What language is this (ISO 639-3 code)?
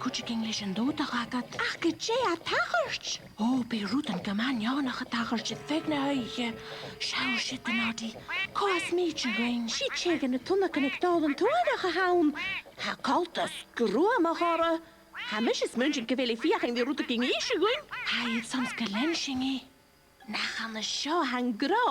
gla